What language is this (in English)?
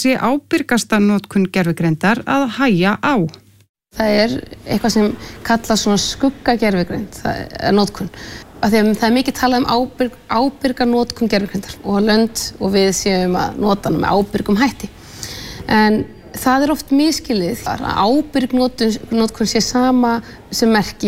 Icelandic